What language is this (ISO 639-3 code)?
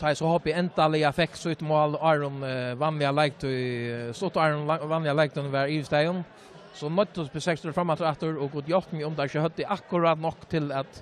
fao